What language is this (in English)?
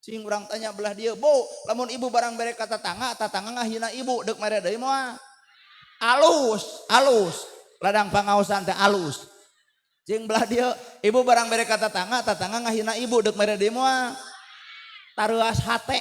Sundanese